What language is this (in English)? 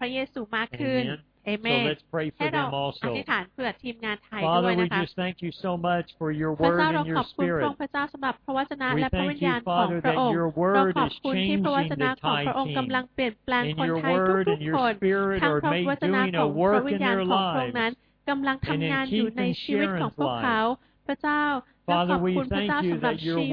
Thai